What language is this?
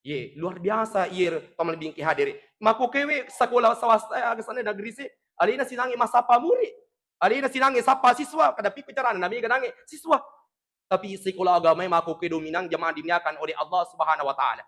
Buginese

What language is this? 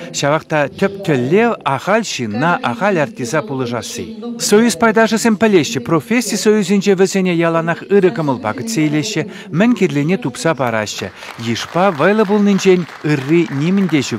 Chuvash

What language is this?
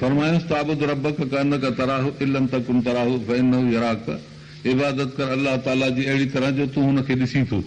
Sindhi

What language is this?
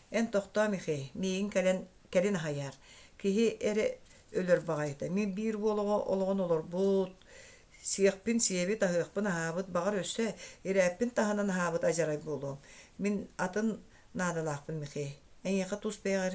Yakut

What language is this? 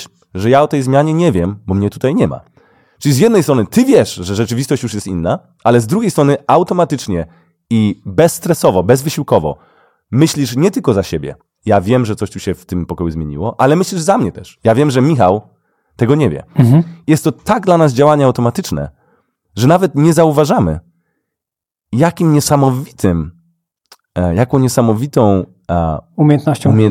Polish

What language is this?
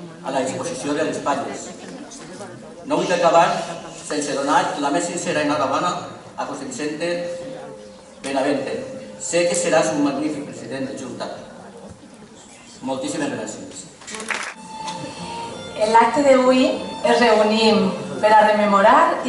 Catalan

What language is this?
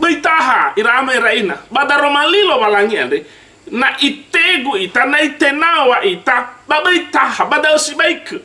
Nias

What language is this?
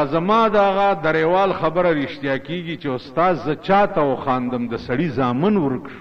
Pashto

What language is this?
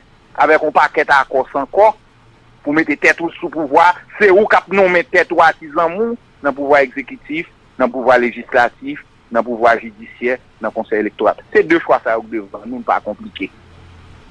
Haitian Creole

